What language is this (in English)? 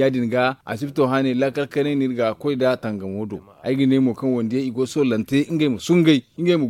Zarma